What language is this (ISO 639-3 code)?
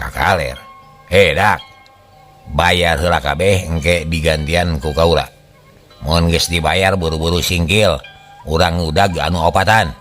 sun